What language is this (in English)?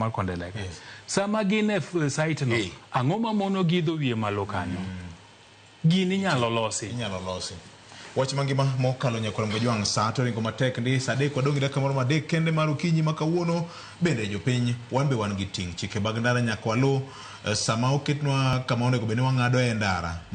Luo (Kenya and Tanzania)